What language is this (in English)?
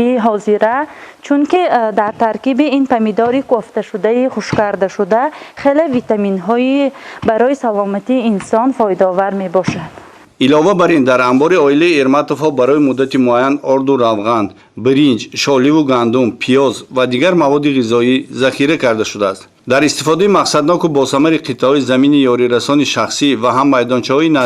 Tajik